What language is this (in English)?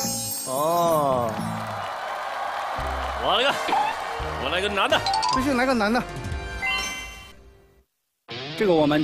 Chinese